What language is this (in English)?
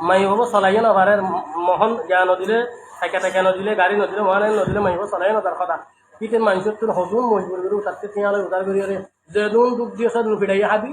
Rohingya